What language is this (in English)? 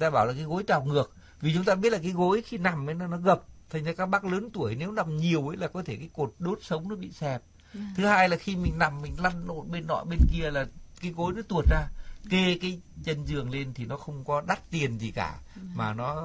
Vietnamese